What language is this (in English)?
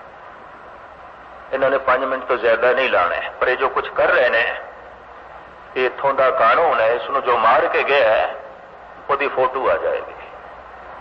Punjabi